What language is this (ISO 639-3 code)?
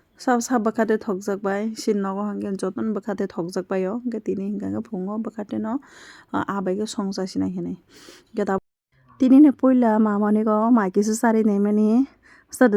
trp